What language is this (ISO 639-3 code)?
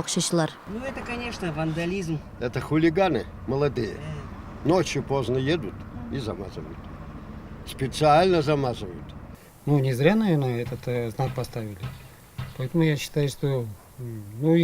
tat